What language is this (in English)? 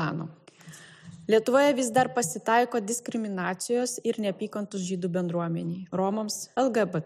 Lithuanian